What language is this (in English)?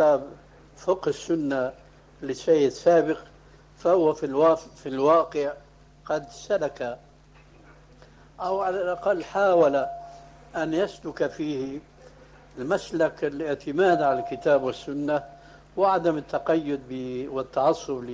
Arabic